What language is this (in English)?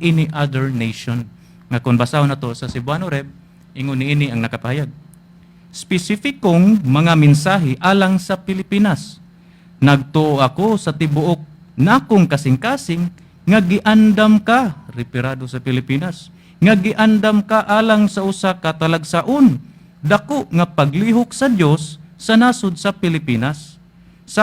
Cebuano